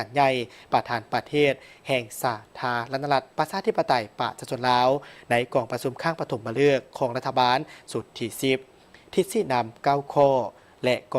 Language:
Lao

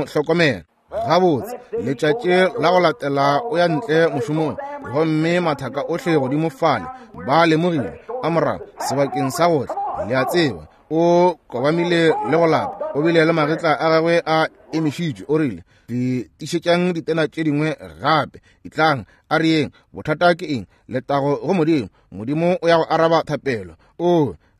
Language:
Northern Sotho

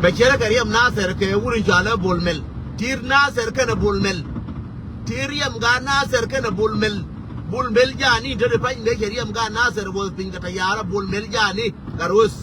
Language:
Nuer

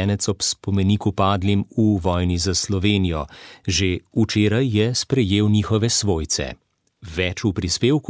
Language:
Slovenian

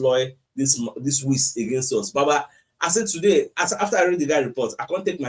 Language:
Nigerian Pidgin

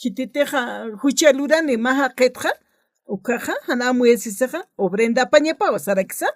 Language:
Aymara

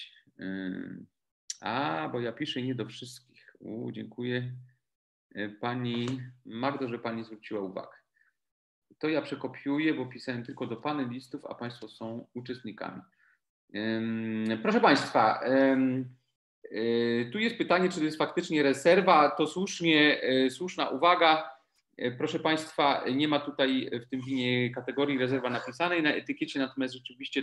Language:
Polish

